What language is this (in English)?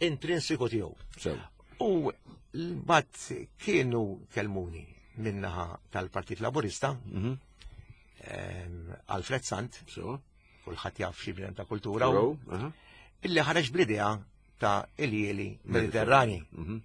Maltese